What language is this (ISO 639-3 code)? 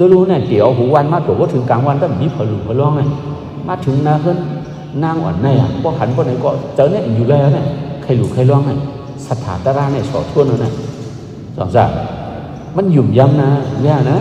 shn